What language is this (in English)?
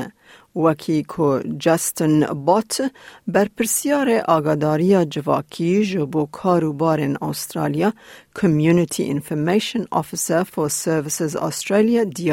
Kurdish